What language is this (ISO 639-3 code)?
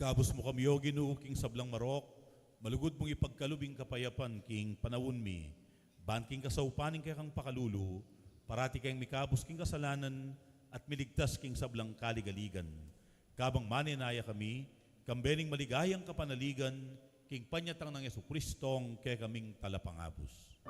pam